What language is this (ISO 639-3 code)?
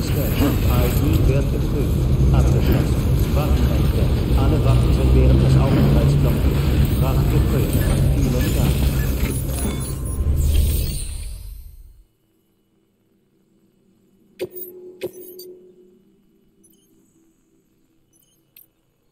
deu